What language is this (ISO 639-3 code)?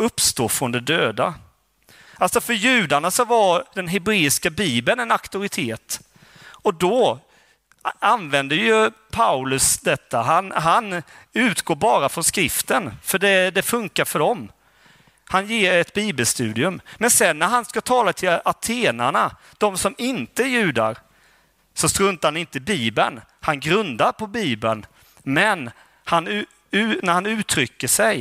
swe